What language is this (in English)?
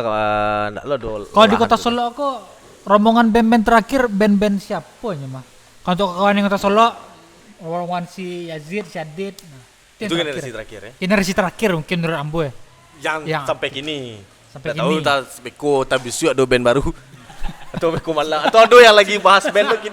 Minangkabau